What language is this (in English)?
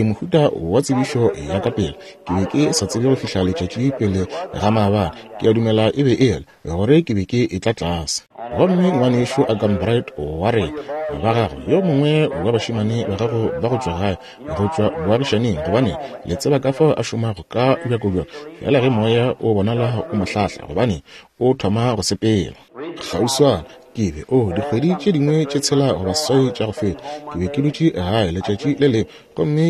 Northern Sotho